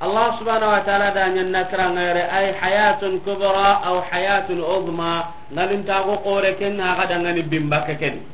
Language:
Soninke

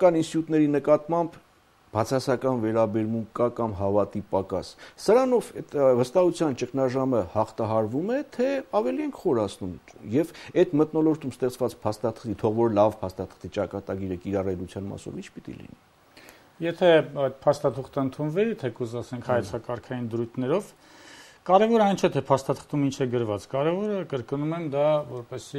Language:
Armenian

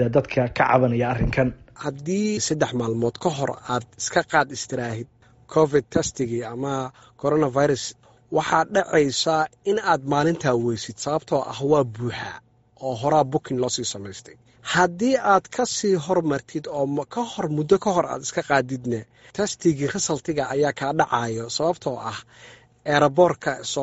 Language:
Somali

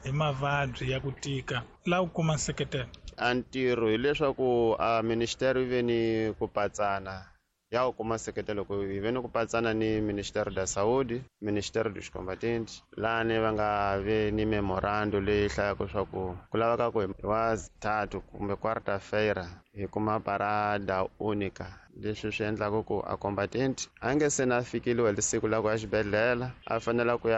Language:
Tsonga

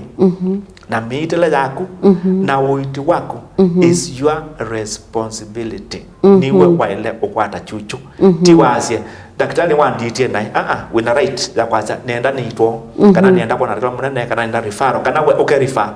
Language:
Kamba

